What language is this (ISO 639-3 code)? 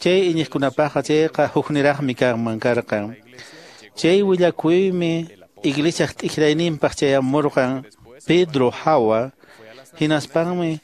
que